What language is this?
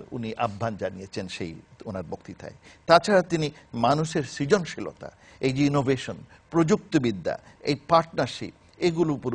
Bangla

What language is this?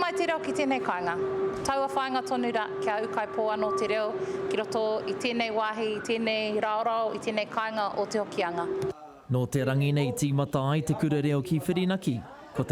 Māori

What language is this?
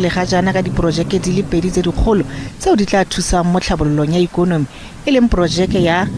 Tswana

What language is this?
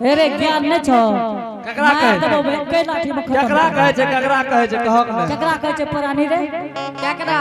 Angika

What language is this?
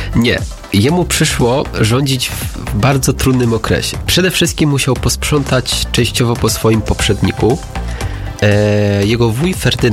Polish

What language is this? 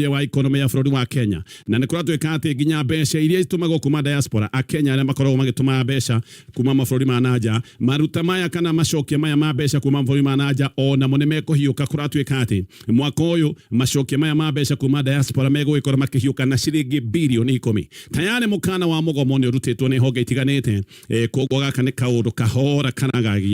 Kikuyu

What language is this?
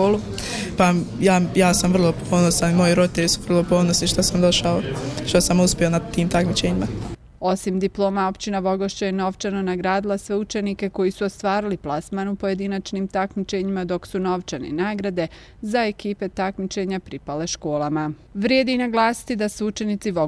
Bosnian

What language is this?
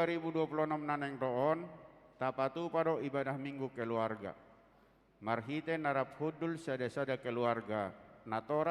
Batak Toba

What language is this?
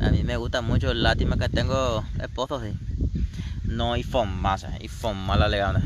Guarani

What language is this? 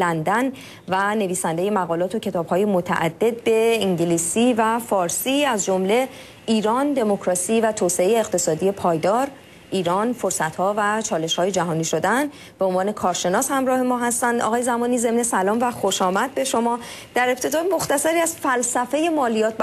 Persian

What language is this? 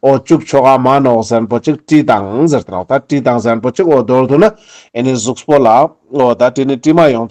Ladakhi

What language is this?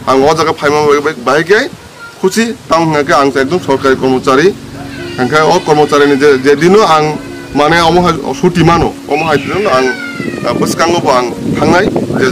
Kok Borok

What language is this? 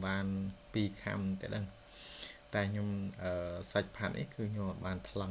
Khmer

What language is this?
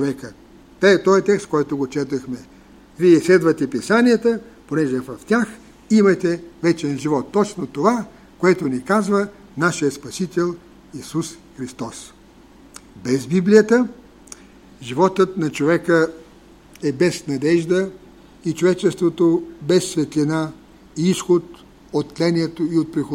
Bulgarian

